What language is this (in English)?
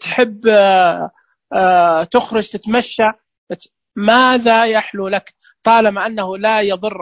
Najdi Arabic